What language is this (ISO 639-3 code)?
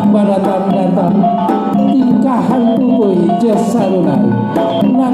min